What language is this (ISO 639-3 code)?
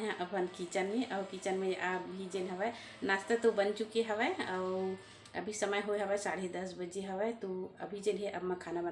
hne